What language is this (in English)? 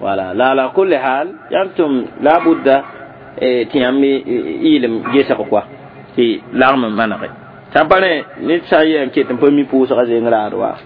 Mossi